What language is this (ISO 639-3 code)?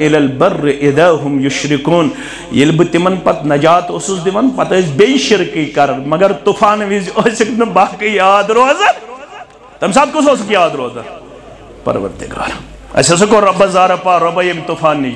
kas